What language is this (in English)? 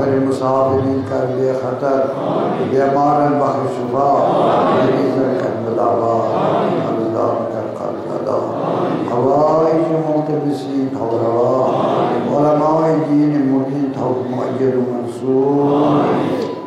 Kashmiri